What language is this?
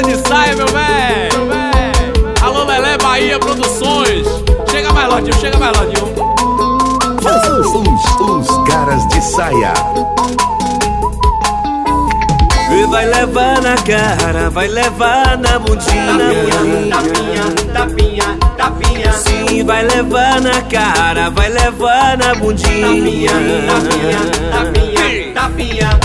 Portuguese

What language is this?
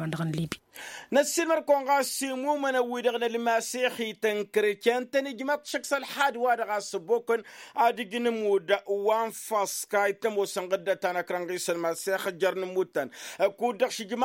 Tamasheq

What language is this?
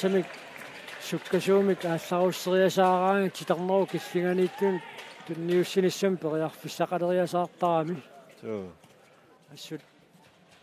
Kalaallisut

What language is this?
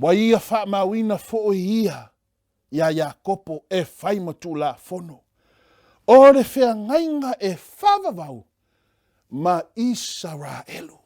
Samoan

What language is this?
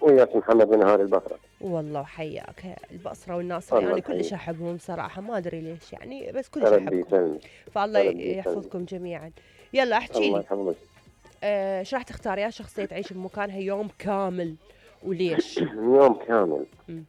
Mesopotamian Arabic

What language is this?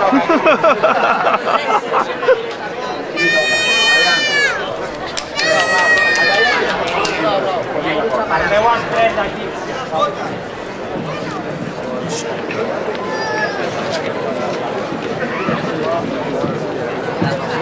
Catalan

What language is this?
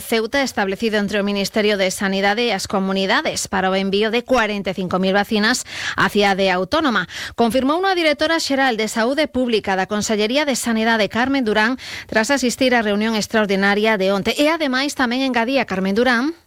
Galician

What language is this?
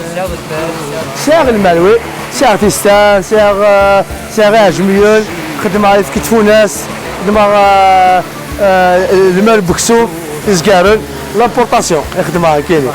Kabyle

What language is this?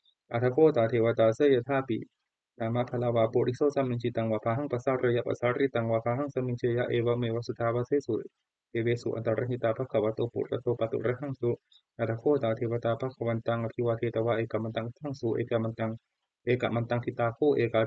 Pali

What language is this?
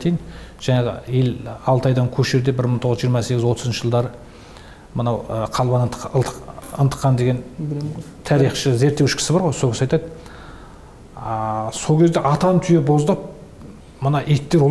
Kazakh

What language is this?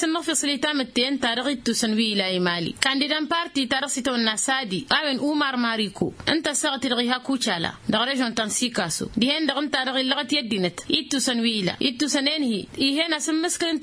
Tamasheq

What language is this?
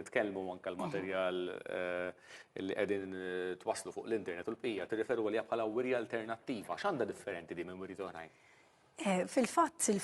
Maltese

